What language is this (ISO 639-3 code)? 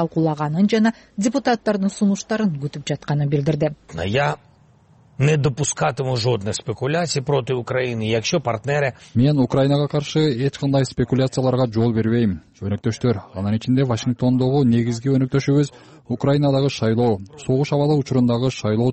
kir